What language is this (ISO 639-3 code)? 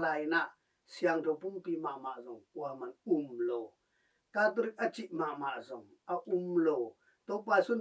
ctd